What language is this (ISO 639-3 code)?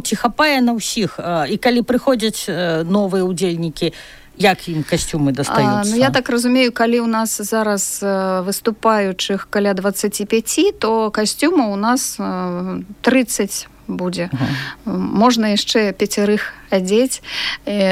bel